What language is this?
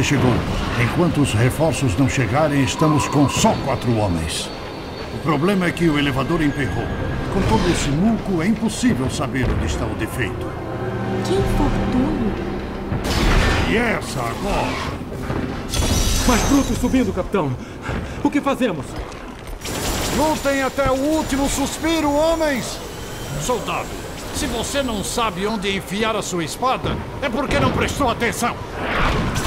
Portuguese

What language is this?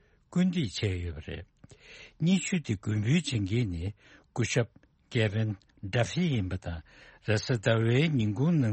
Tibetan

